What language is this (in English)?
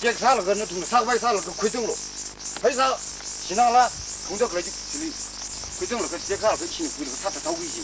Tangkhul Naga (India)